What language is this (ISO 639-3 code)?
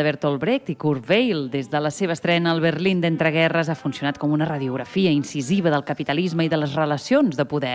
cat